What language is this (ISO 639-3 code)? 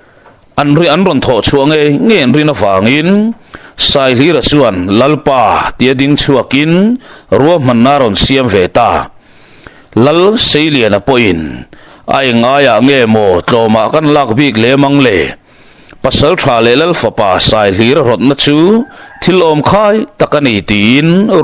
lus